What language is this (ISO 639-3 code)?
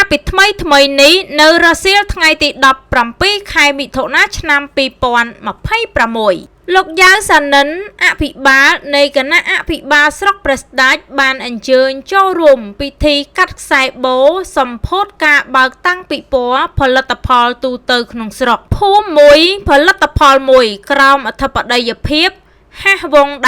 khm